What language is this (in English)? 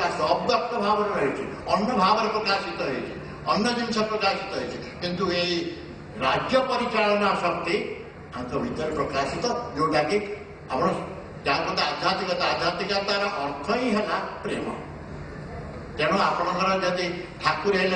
Odia